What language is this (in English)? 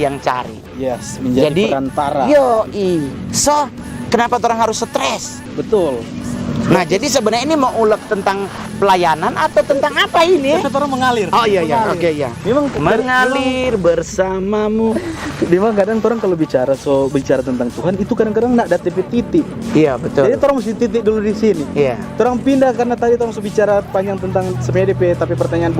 Manado Malay